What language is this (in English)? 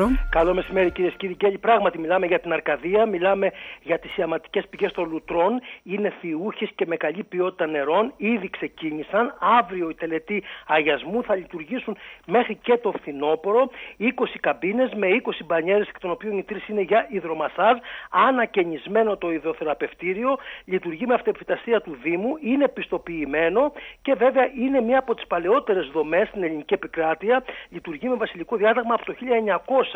Greek